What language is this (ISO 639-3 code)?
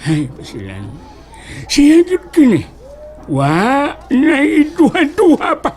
ceb